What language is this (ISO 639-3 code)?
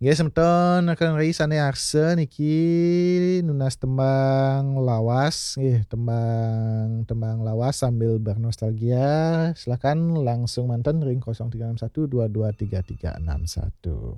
ban